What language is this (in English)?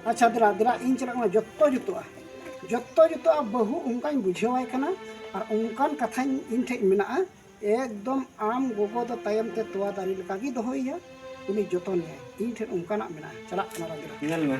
Santali